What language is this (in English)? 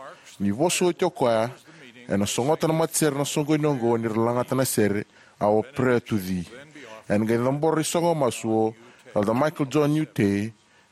Fijian